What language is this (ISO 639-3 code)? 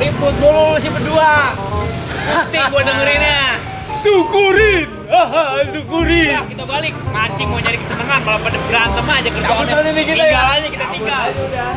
bew